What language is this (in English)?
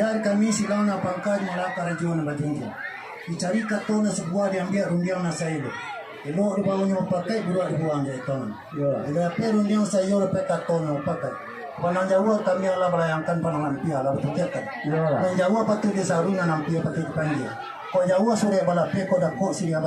Minangkabau